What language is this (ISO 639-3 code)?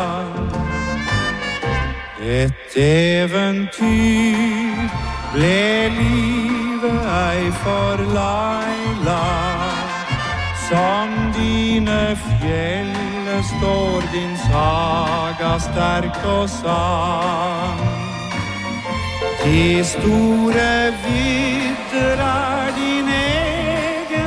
nor